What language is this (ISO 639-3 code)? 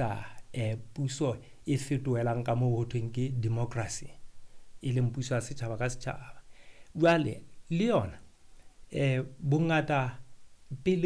sot